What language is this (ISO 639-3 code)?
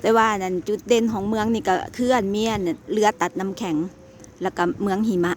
lao